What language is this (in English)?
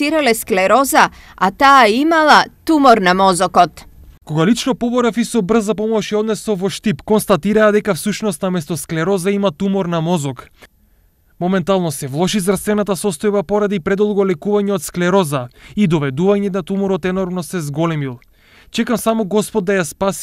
Macedonian